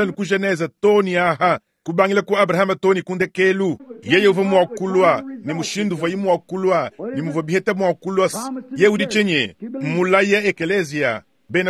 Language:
Luba-Lulua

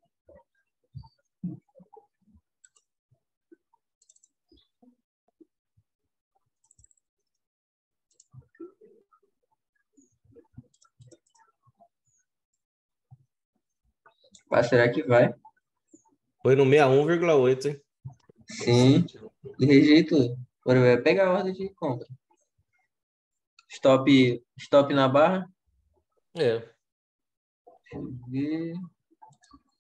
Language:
Portuguese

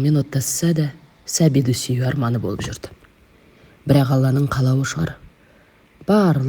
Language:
Kazakh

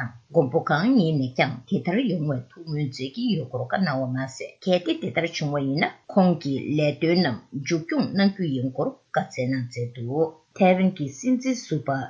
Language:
Tibetan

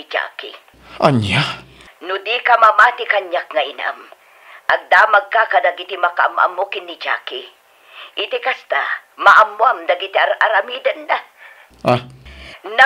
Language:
Iloko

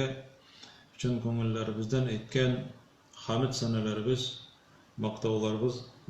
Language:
Tatar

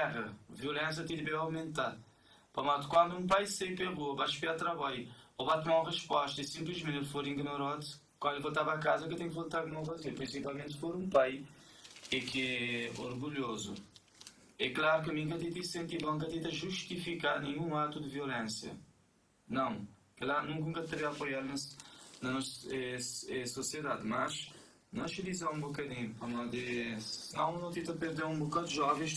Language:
Kabuverdianu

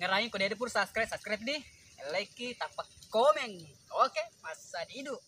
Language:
Buginese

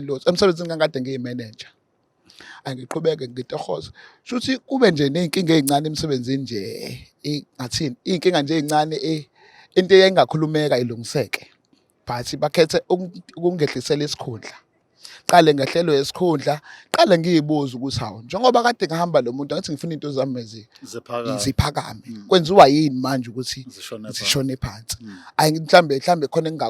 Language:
Zulu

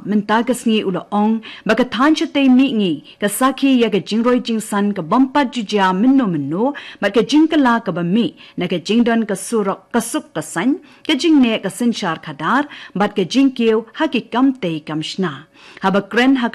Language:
Khasi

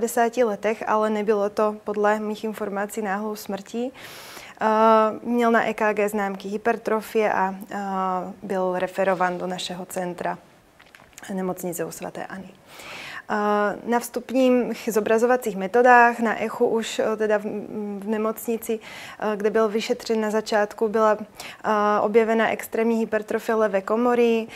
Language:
Czech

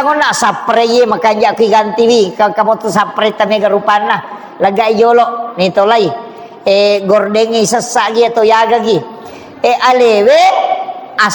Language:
Buginese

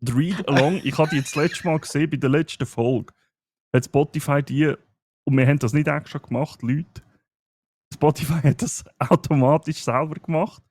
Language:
Swiss German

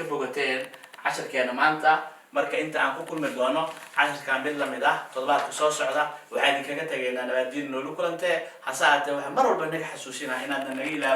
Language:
Somali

